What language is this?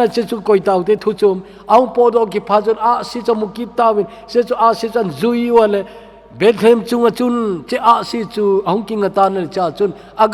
Thado Chin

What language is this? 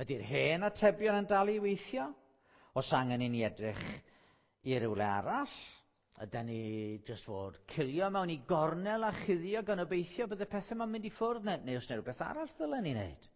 Welsh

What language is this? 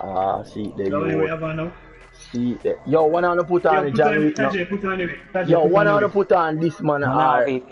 Jamaican Creole English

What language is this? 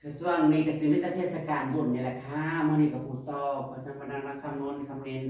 Northeastern Thai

